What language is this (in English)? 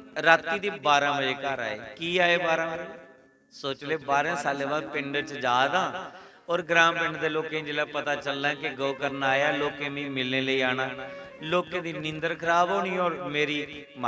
Dogri